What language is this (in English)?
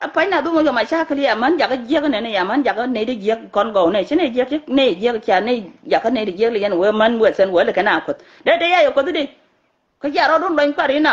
Nuer